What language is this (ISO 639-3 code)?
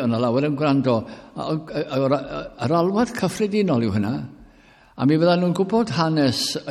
cym